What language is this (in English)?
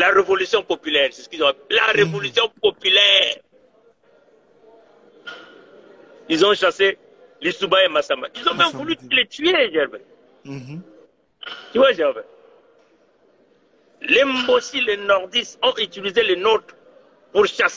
French